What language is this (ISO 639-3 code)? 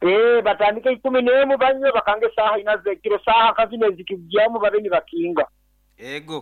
nyo